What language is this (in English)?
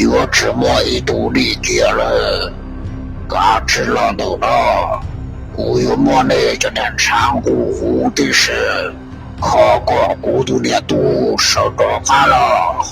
Hmong